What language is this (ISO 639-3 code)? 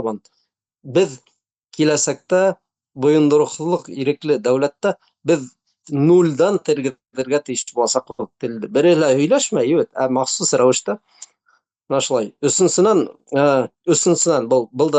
bak